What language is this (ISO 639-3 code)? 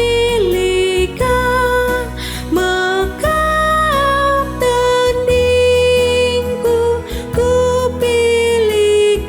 btx